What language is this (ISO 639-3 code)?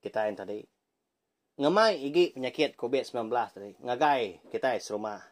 iba